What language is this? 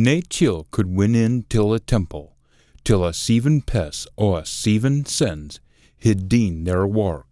Scots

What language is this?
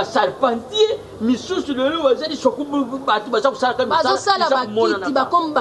Lingala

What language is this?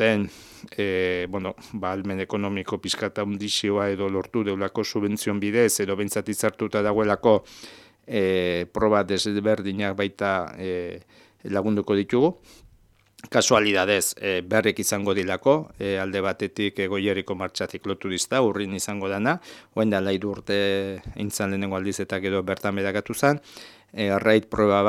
Basque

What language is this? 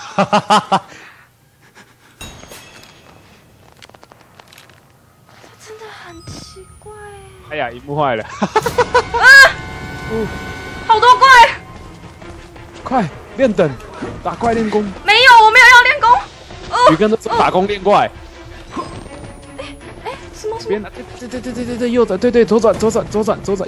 Chinese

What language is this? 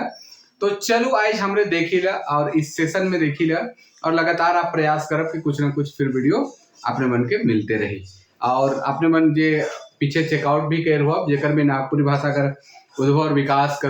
Sadri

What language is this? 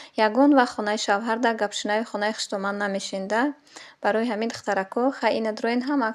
Tajik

